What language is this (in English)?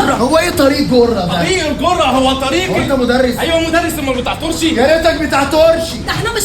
Egyptian Arabic